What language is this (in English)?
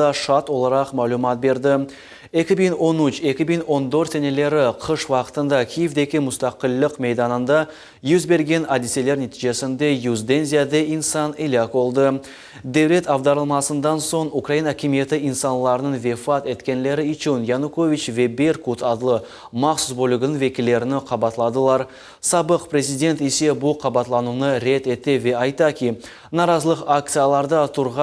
Crimean Tatar